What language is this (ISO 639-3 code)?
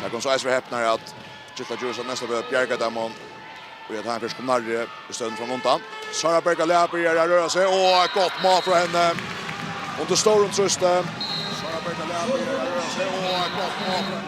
fao